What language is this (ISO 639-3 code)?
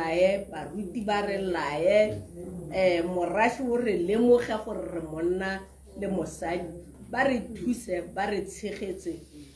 tsn